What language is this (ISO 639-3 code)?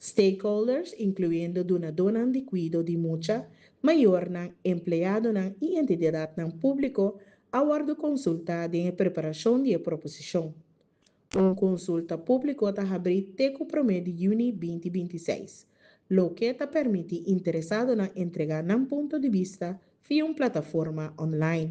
pap